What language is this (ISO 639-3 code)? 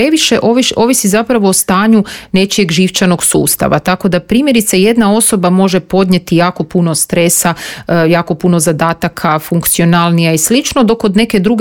hrv